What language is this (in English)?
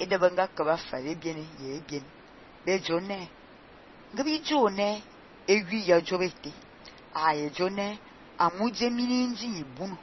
Fang